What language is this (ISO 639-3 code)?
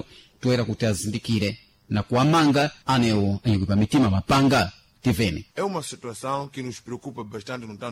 seh